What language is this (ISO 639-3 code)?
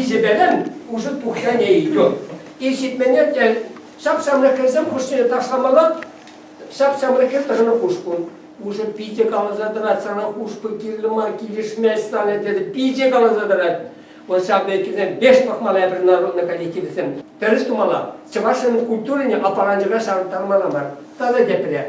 chv